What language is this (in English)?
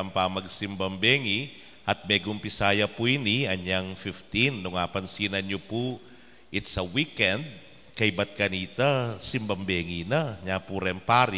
Pampanga